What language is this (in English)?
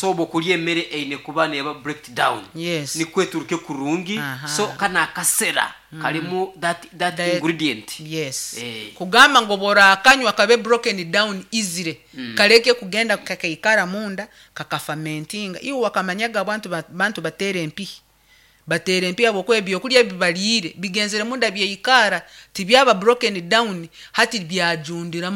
Nyankole